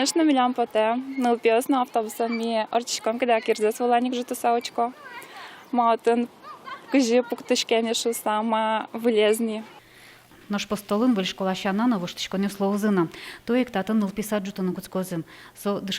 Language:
Udmurt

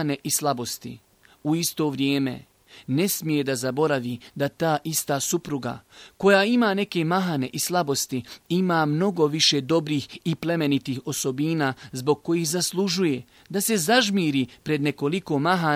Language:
Bosnian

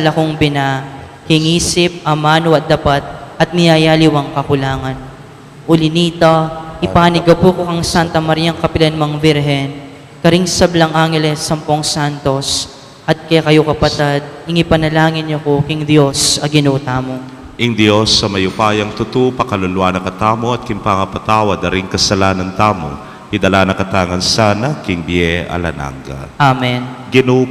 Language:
Pampanga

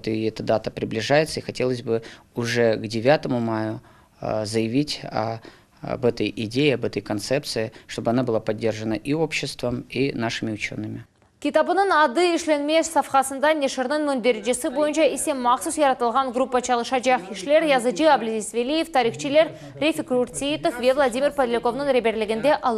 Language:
Crimean Tatar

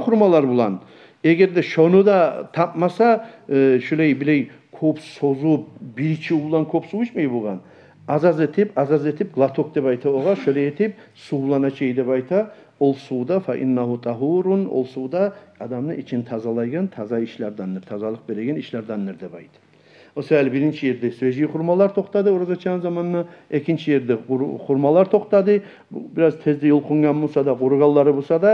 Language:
Kumyk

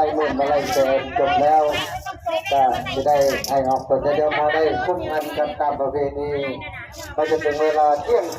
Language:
Northeastern Thai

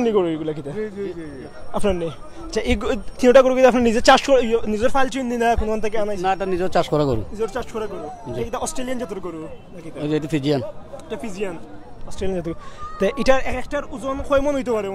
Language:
Sylheti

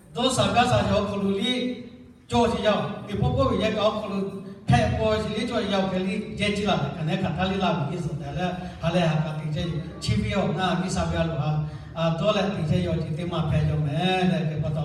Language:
Lahu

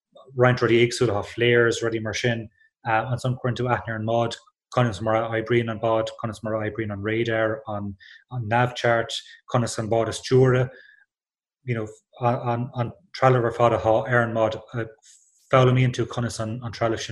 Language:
Irish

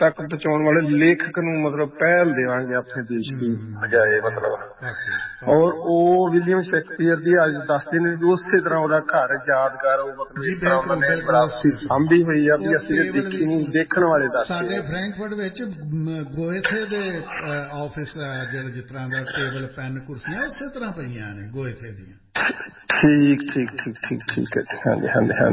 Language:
Punjabi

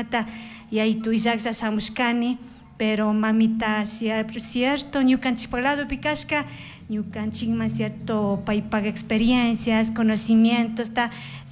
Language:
Chimborazo Highland Quichua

